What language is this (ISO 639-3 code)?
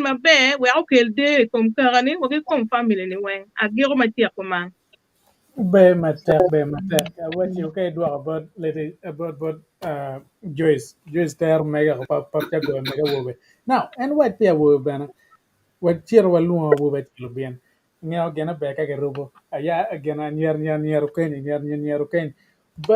ach